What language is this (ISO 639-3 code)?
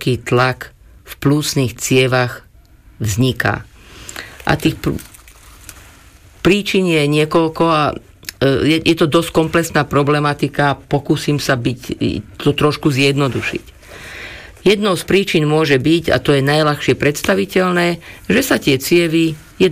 slk